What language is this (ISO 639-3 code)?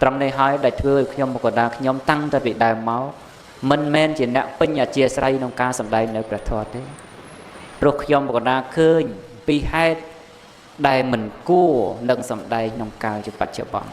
khm